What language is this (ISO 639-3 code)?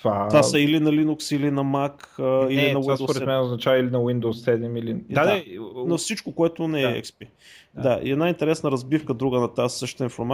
bul